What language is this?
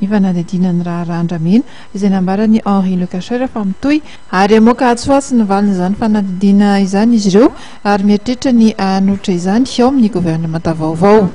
Malagasy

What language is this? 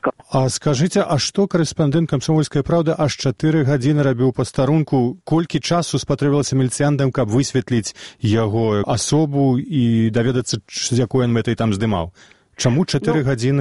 Belarusian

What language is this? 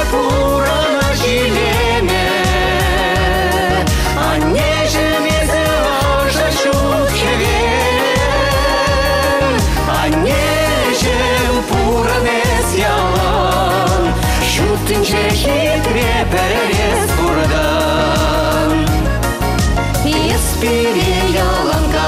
Chuvash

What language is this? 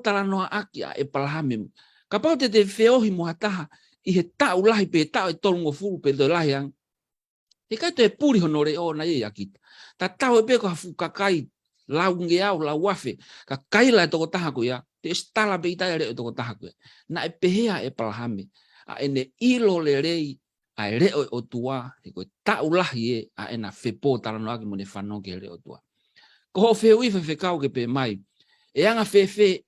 Tongan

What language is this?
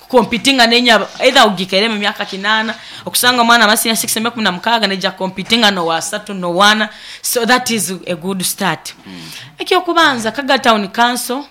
Nyoro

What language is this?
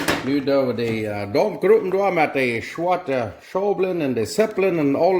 Plautdietsch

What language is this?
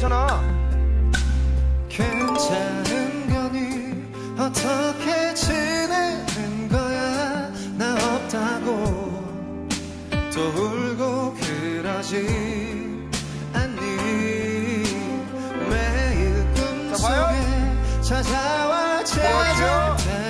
Korean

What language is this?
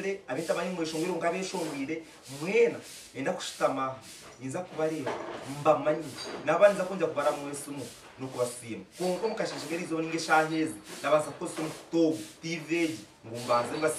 Shona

